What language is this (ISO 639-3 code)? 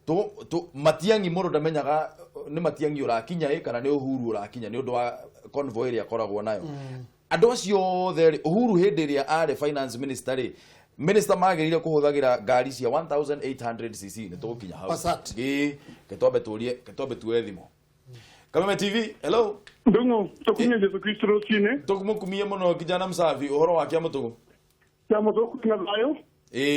kik